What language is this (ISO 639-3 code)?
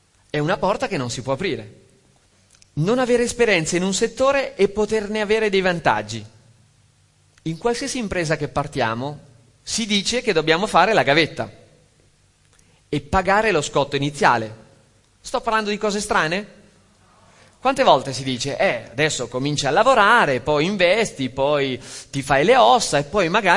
ita